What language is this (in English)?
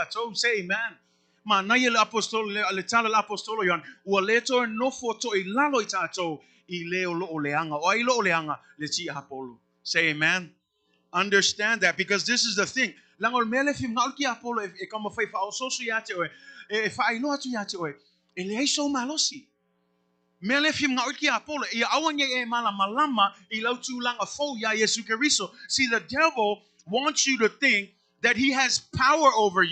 Samoan